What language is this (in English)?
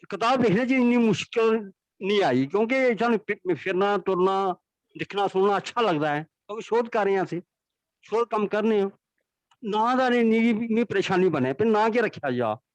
Dogri